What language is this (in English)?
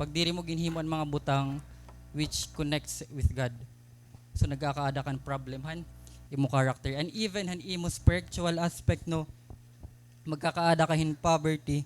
Waray